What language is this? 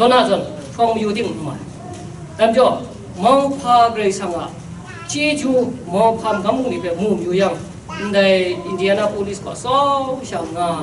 Kachin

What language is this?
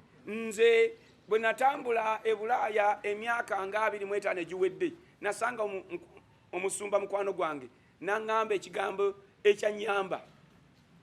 Ganda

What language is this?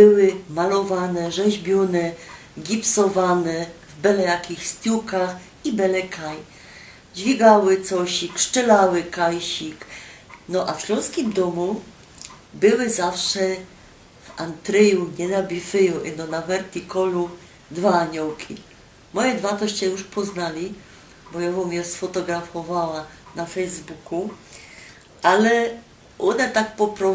Silesian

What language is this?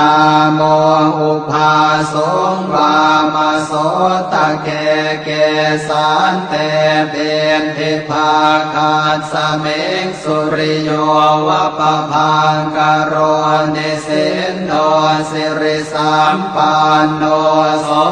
Pali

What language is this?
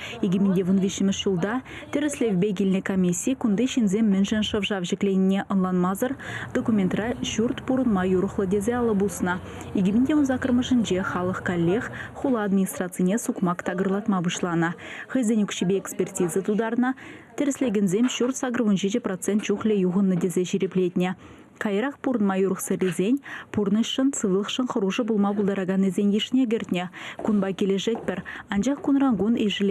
Chuvash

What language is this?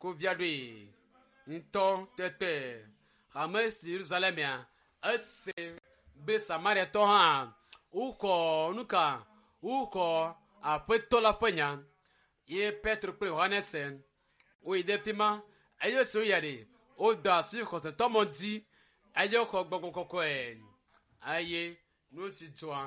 Ewe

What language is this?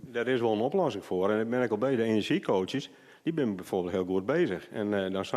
Western Frisian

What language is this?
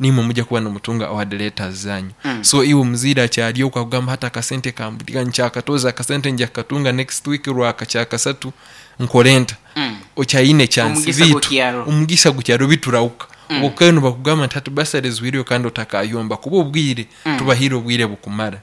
Nyankole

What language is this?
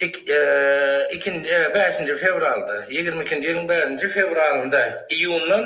Turkmen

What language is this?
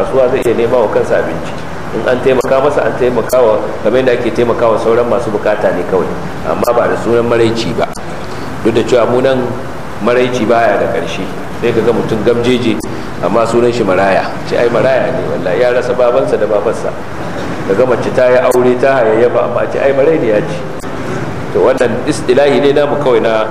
Hausa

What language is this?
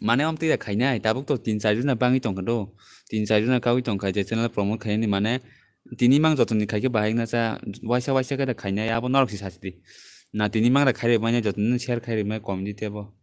Kok Borok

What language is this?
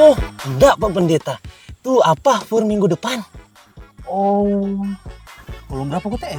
Manado Malay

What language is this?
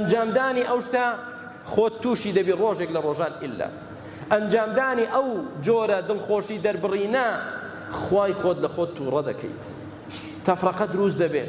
Central Kurdish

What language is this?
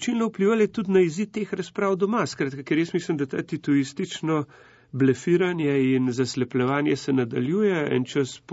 Slovenian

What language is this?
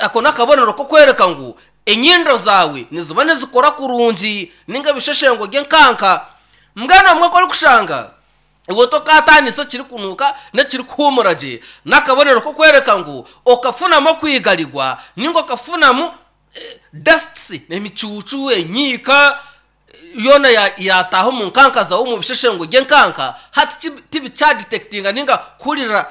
Nyankole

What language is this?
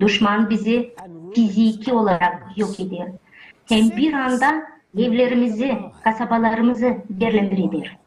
Gagauz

